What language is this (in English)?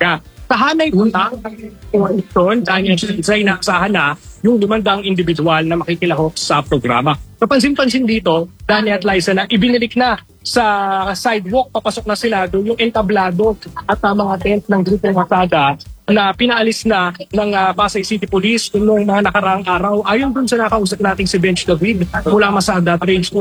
Filipino